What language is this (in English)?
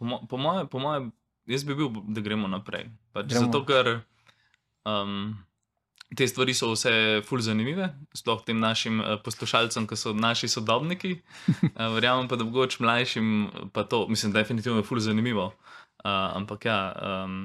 Slovenian